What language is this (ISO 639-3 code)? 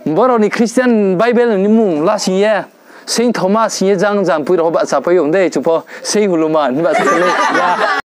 ria